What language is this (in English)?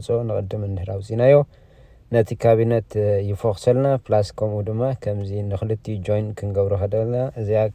Tigrinya